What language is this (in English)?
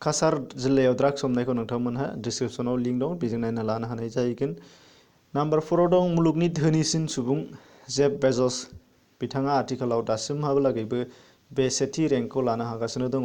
Bodo